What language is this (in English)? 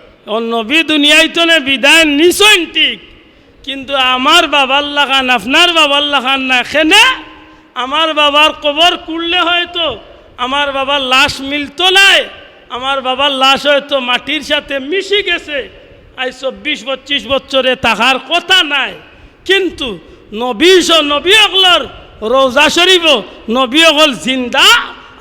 Sylheti